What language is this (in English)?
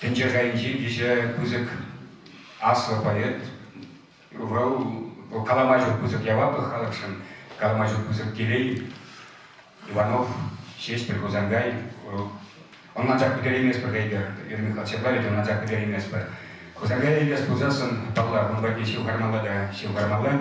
Chuvash